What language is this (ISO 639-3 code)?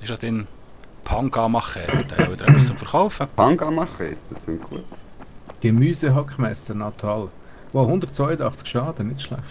gsw